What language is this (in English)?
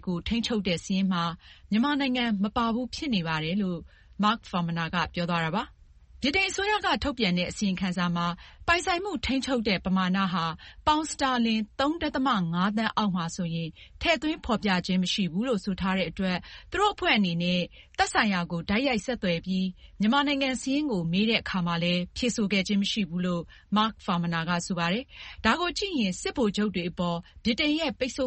Burmese